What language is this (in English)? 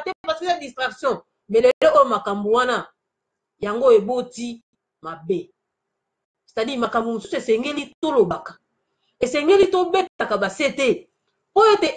Lingala